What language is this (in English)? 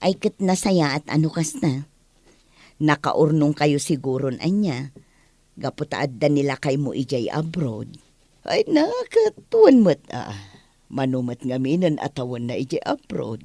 Iloko